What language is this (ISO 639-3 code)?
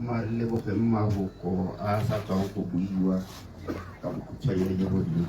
tsn